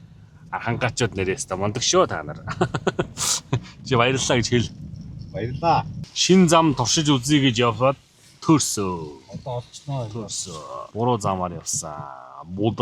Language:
Mongolian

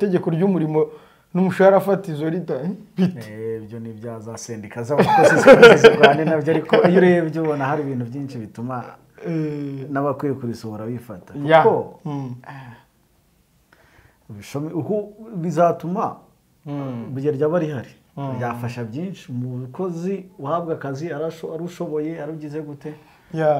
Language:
Kinyarwanda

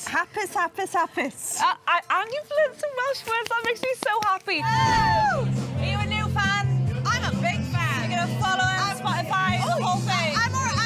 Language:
Welsh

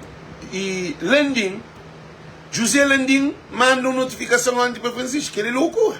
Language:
Kabuverdianu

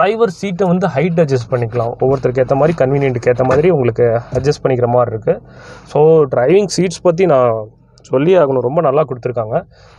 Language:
Tamil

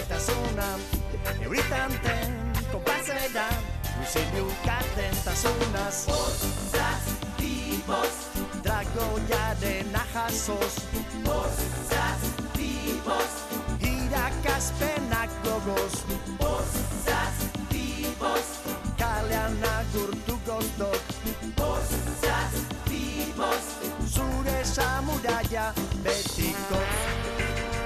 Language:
Basque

